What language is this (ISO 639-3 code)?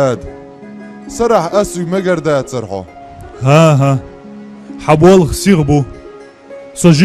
che